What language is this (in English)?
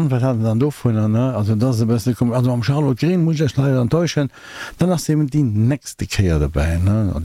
Luxembourgish